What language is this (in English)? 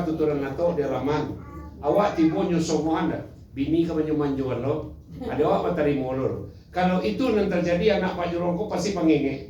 Minangkabau